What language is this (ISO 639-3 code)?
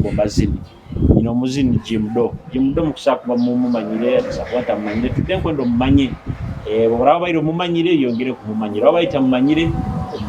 nyo